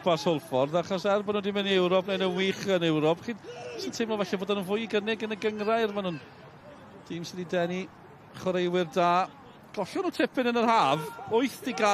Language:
Welsh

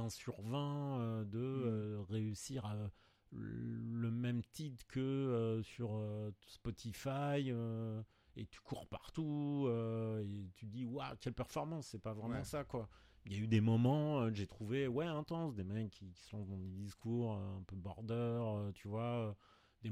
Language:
French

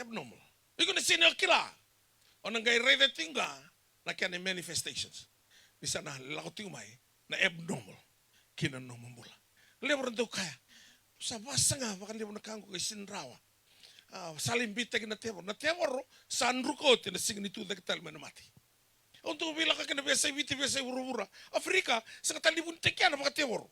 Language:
Fijian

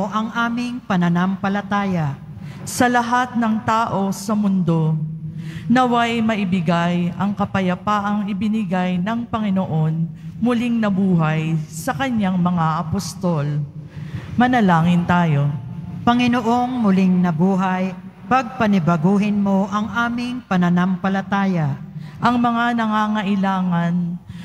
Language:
Filipino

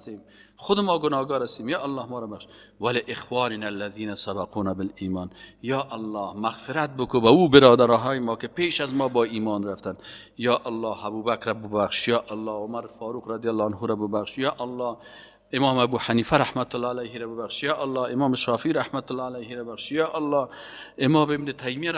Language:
Persian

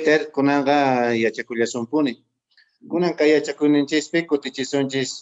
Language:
Quechua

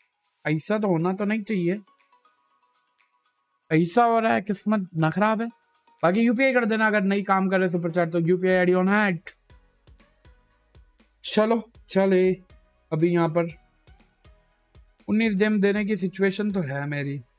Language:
Hindi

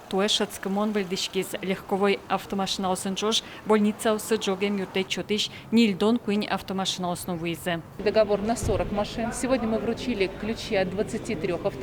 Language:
Udmurt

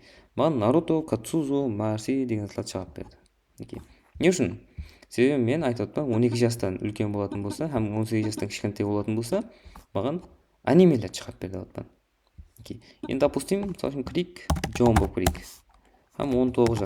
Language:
Kara-Kalpak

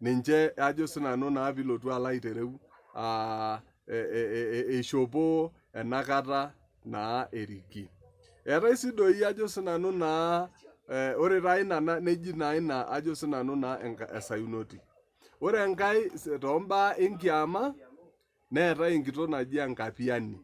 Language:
Masai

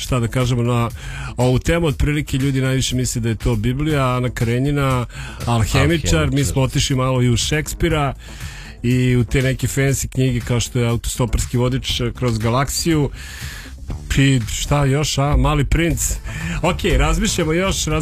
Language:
Serbian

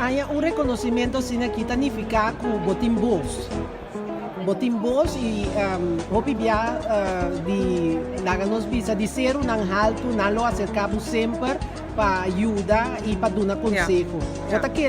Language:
Papiamento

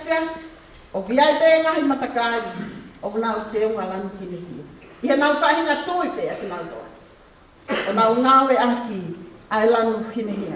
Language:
Tongan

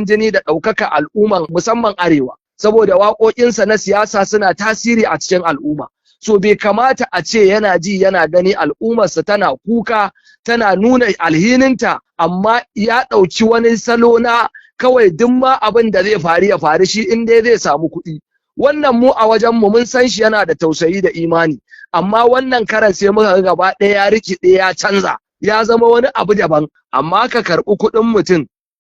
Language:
Hausa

